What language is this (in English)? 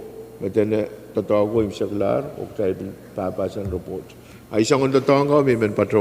Pohnpeian